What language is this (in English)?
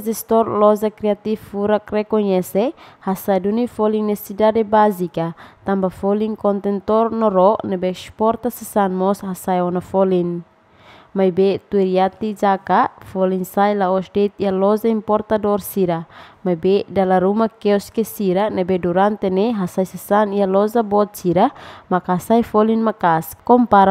Tetum